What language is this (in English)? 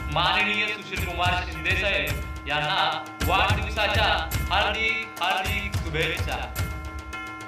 Marathi